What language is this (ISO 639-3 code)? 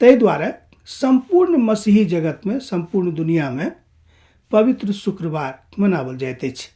mai